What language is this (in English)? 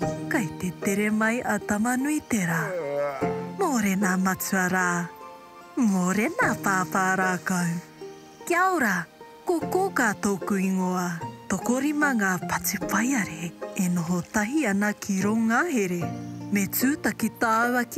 Māori